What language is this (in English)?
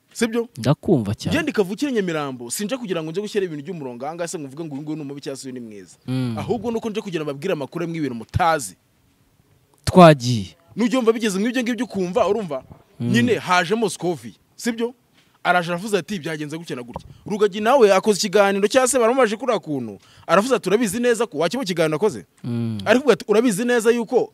Kinyarwanda